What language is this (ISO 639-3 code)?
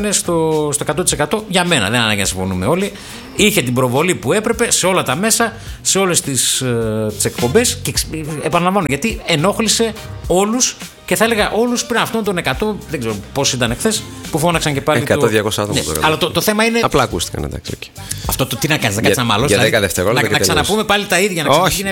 ell